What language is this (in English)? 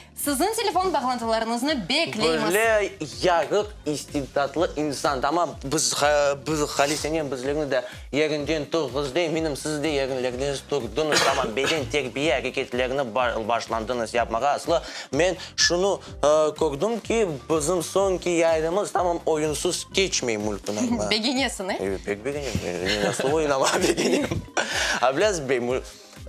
Crimean Tatar